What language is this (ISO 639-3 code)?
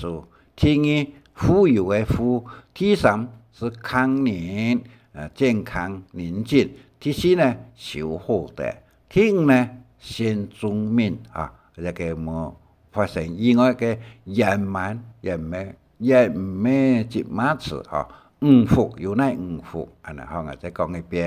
hak